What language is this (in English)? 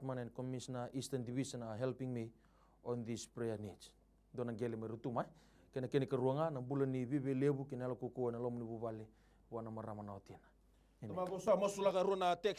Fijian